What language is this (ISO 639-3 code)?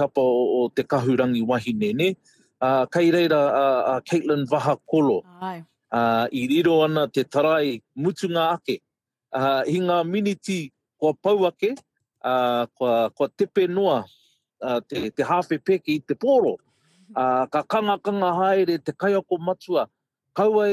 mri